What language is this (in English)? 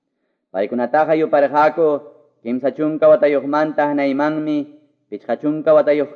Quechua